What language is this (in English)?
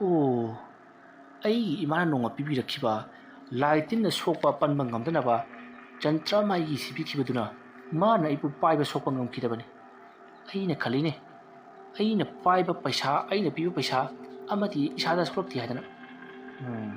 Manipuri